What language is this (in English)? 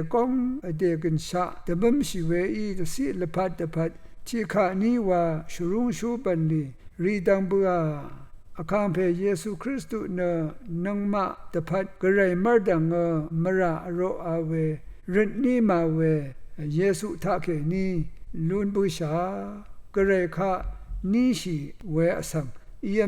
Rawang